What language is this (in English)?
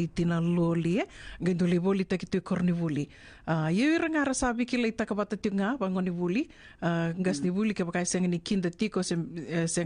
Fijian